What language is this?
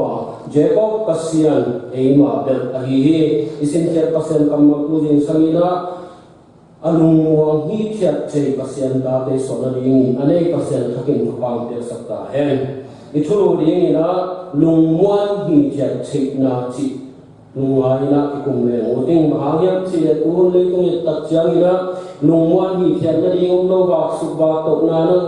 Tedim Chin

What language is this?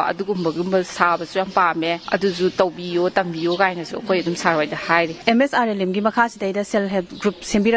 Manipuri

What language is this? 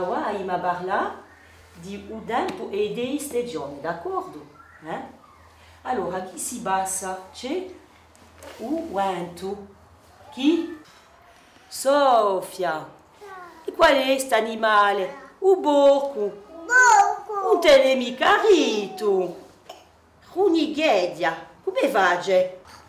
Corsican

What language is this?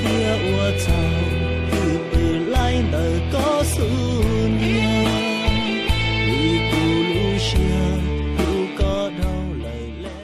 Hmong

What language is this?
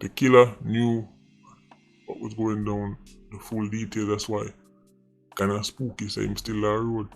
Jamaican Creole English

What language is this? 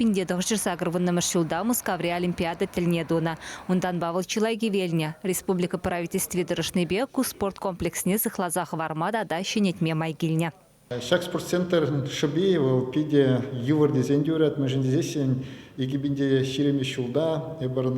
Chuvash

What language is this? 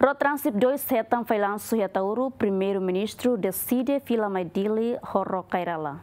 Tetum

